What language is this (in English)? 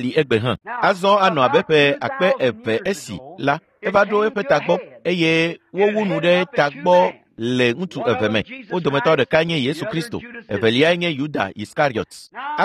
Ewe